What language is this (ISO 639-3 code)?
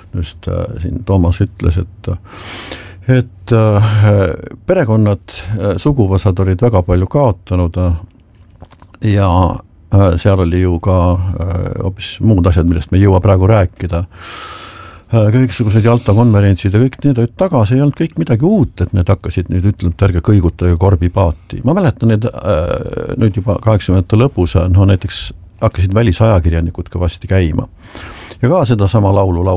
est